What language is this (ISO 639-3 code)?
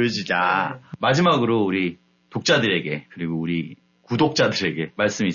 kor